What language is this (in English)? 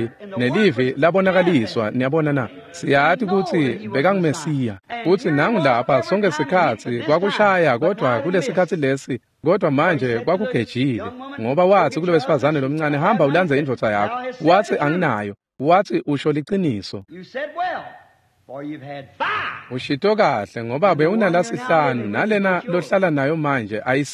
Swati